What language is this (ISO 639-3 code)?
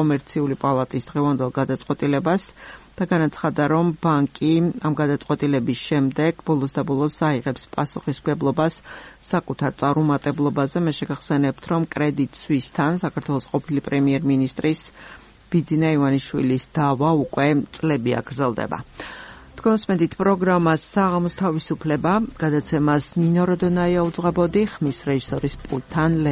kat